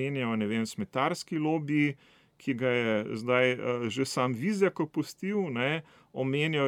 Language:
Slovenian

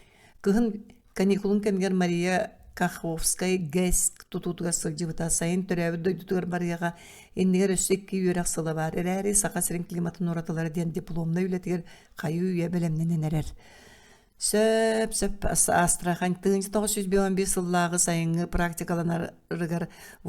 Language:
Yakut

